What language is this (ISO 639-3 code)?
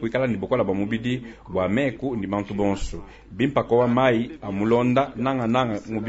lua